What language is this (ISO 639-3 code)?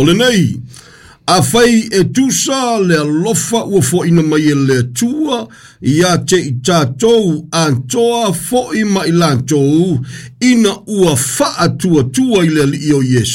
smo